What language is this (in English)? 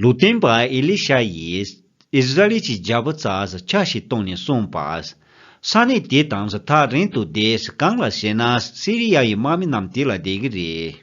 Tibetan